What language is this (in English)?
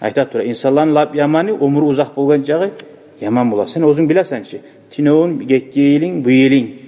Kumyk